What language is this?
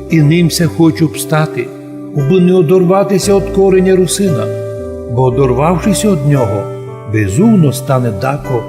Rusyn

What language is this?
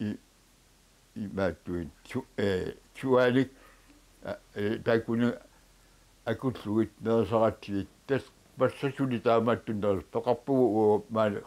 Kalaallisut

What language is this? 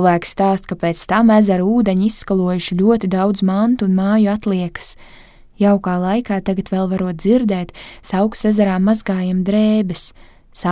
Latvian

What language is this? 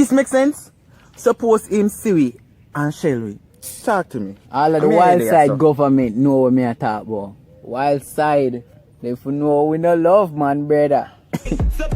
Jamaican Creole English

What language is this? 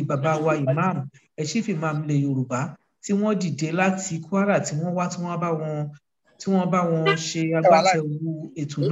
Yoruba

